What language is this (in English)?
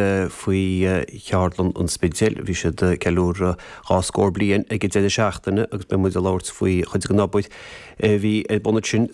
Irish